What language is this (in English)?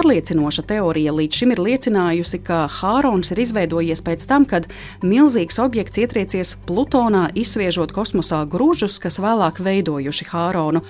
Latvian